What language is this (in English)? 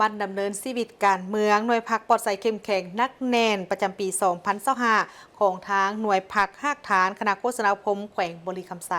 Lao